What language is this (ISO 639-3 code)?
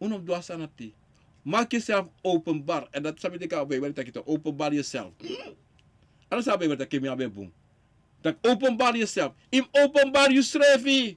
srn